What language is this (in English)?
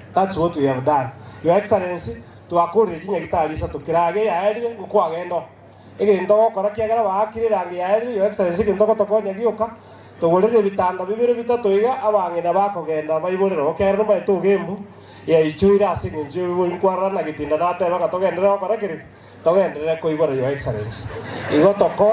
Gusii